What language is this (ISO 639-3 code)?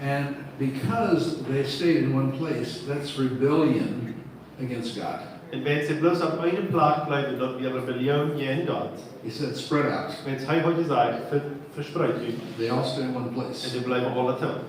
pdt